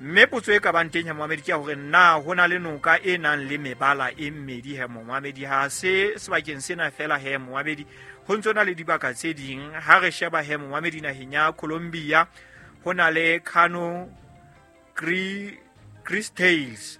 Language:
Southern Sotho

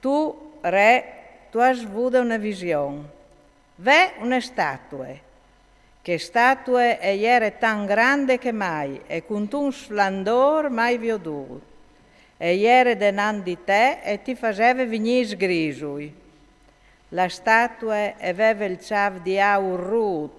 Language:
Friulian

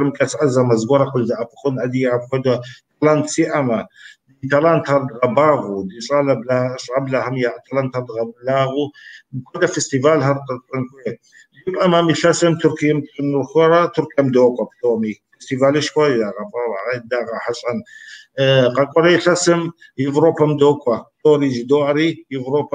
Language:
Kabardian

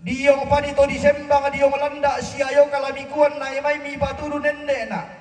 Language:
Toraja-Sa'dan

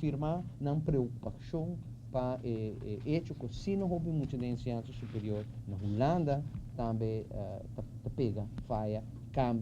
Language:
Papiamento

